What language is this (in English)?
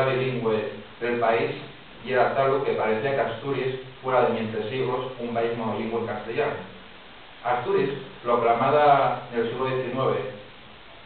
Asturian